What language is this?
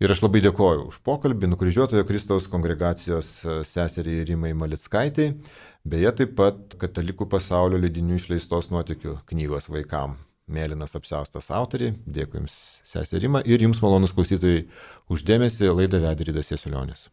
Lithuanian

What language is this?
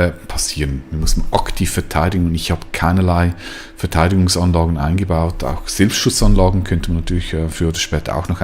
Swiss German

